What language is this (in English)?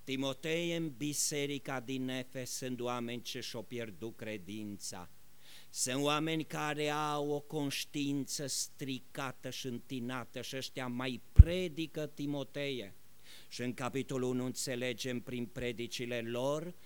Romanian